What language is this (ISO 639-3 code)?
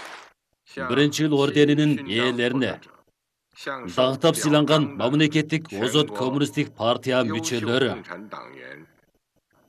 kir